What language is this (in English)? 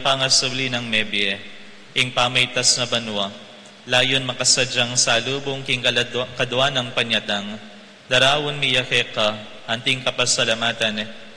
Pampanga